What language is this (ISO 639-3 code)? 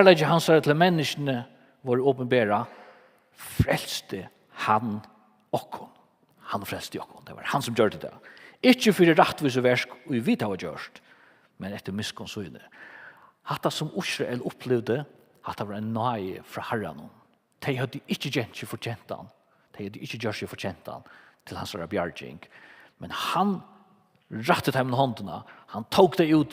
fao